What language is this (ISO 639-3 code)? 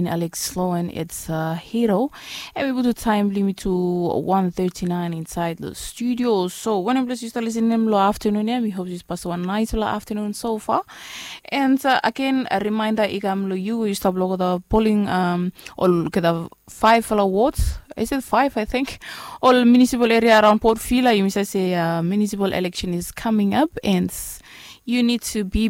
bis